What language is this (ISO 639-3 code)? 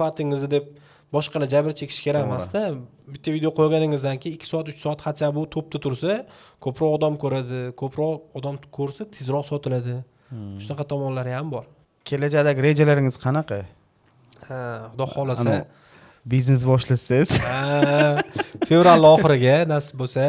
uzb